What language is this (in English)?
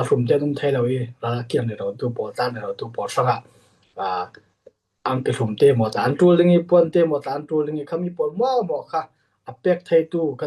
Falam Chin